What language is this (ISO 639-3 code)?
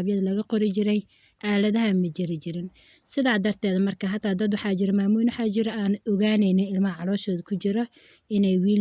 som